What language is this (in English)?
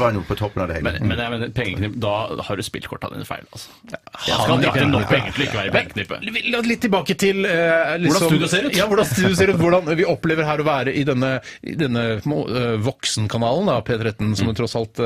Norwegian